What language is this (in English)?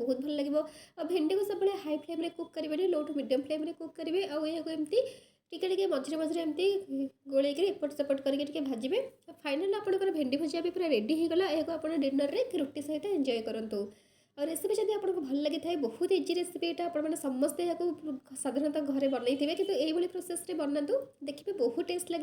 Odia